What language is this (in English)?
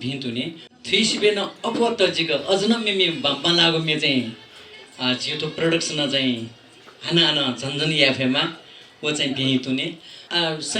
Newari